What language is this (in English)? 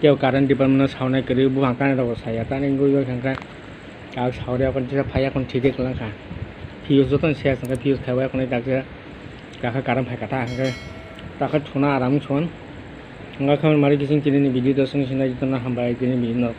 Kok Borok